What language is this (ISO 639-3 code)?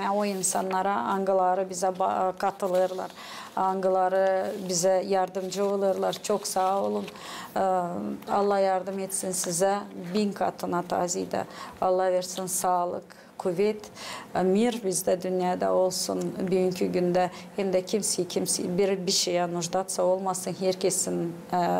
gag